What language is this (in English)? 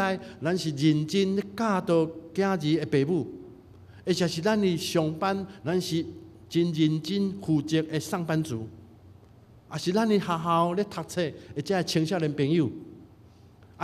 Min Nan Chinese